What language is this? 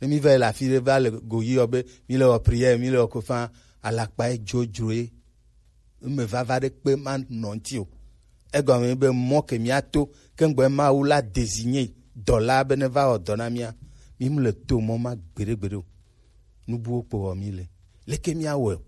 Gen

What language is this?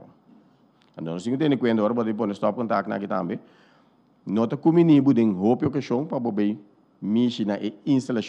Papiamento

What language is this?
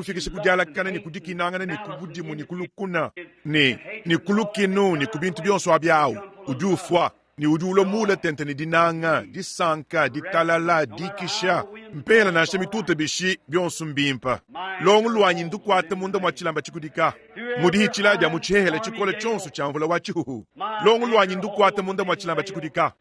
Luba-Lulua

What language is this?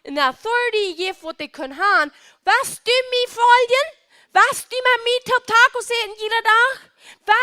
Plautdietsch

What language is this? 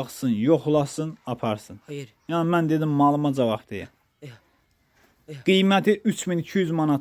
Azerbaijani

